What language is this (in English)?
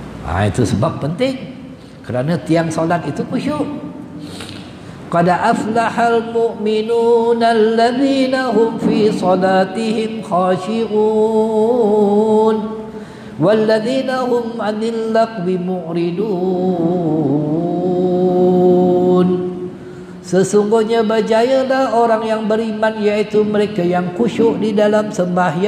Malay